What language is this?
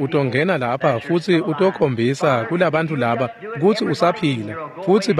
Swati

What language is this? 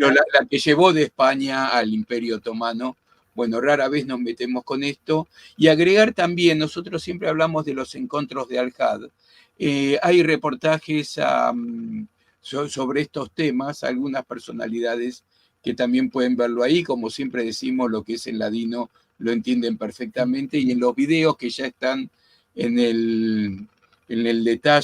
Ladino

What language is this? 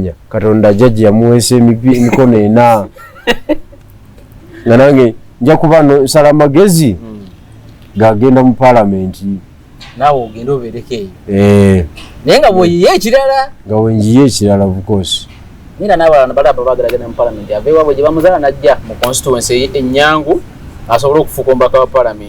Ganda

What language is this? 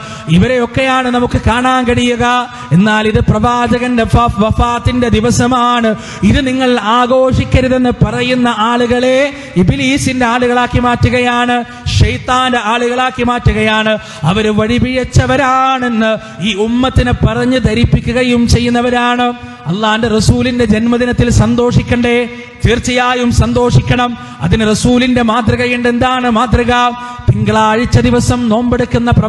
Malayalam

